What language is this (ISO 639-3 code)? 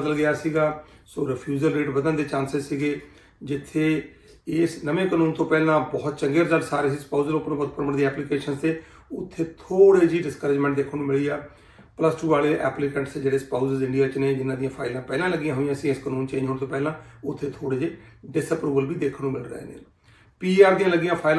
pan